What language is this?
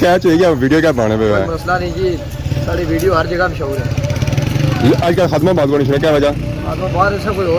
Pahari-Potwari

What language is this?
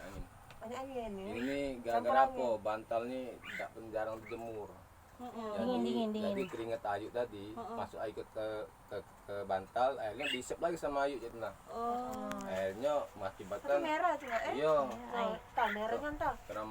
Musi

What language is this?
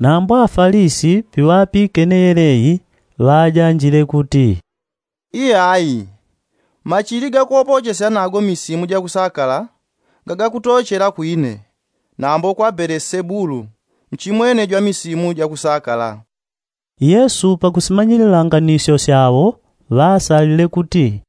Yao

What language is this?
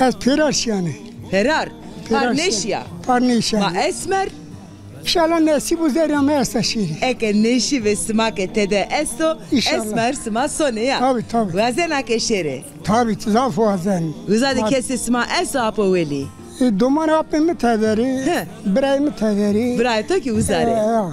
Zaza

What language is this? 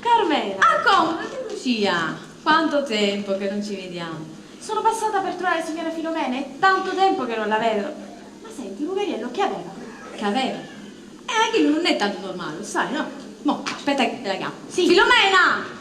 Neapolitan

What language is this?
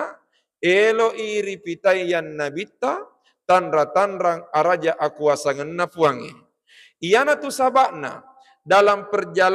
Buginese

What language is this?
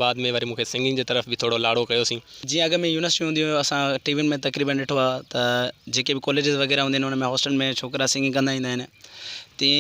Sindhi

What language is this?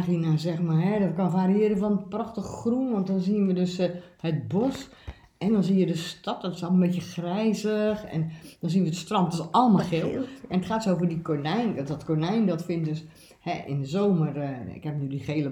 Dutch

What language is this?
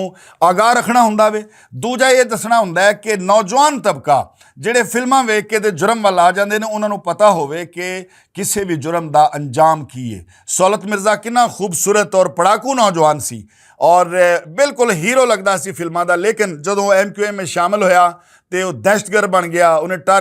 Western Panjabi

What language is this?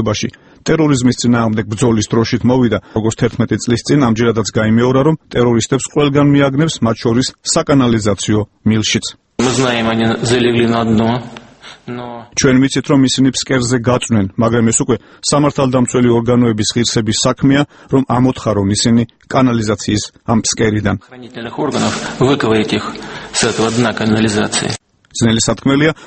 Georgian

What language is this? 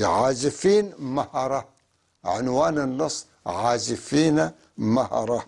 North Levantine Arabic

